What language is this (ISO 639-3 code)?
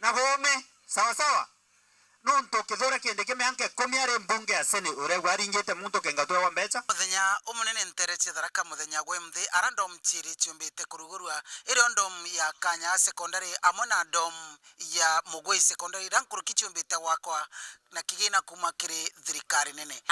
mer